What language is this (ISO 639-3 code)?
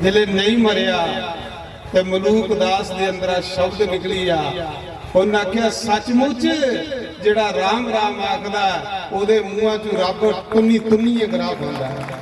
doi